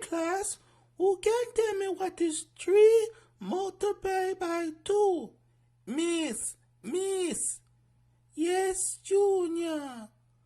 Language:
Jamaican Creole English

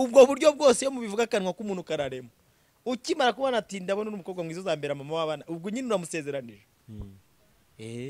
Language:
Kinyarwanda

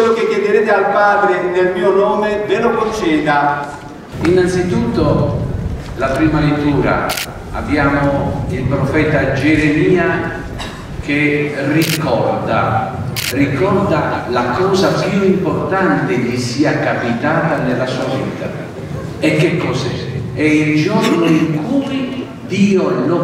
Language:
Italian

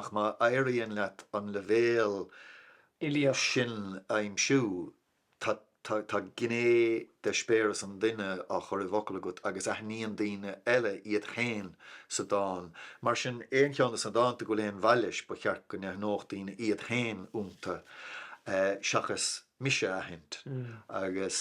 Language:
Irish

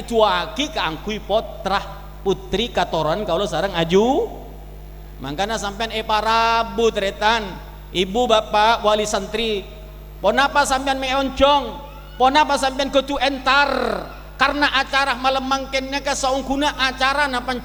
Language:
Madurese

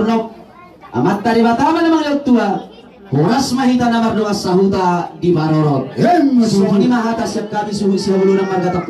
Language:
Batak Toba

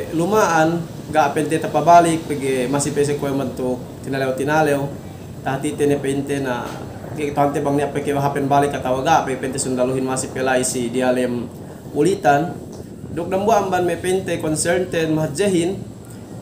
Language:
Yakan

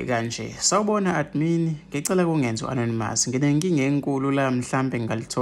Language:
Zulu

